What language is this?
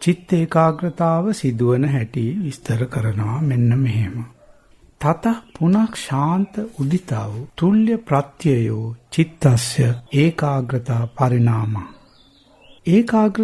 Sinhala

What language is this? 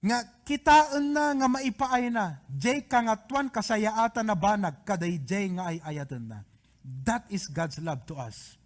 Iloko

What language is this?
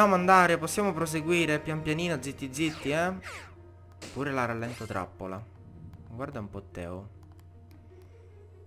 Italian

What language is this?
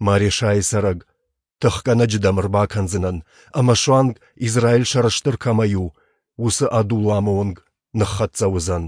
Ossetic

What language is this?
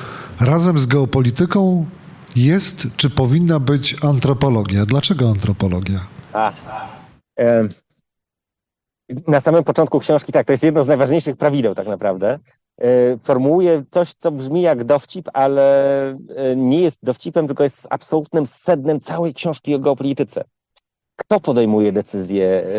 Polish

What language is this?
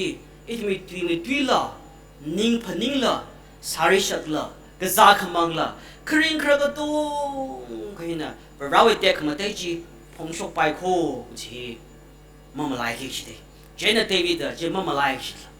Tangkhul Naga (India)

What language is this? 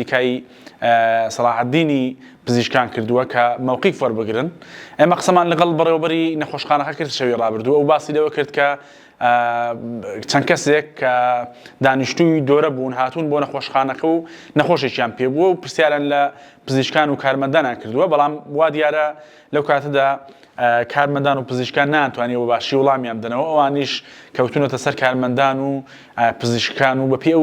Central Kurdish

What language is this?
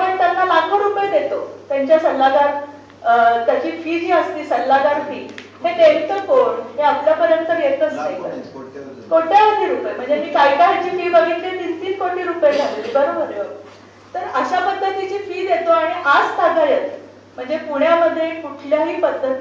Marathi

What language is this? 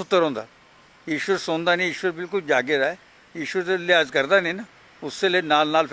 Dogri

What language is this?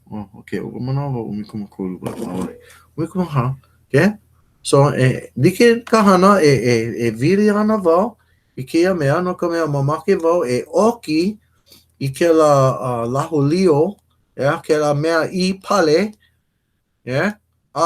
Hawaiian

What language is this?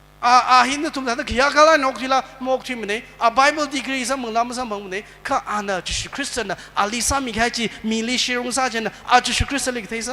Tangkhul Naga (India)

